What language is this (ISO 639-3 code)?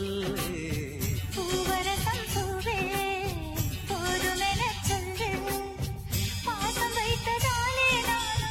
tam